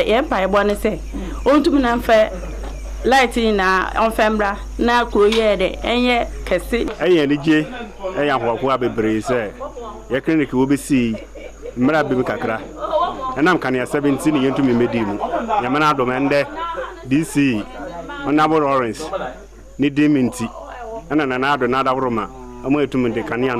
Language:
Akan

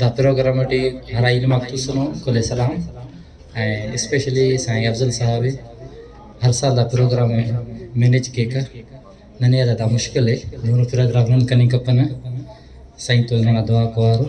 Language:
Brahui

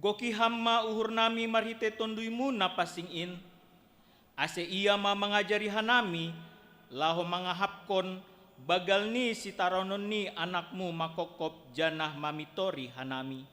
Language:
Batak Simalungun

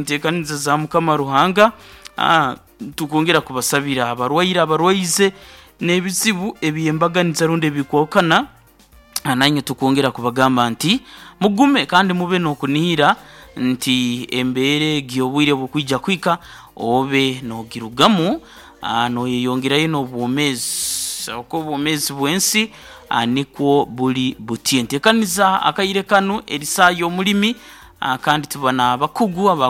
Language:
Nyoro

